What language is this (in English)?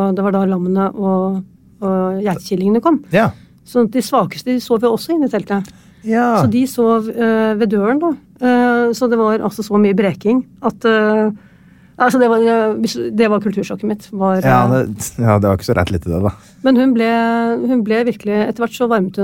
Norwegian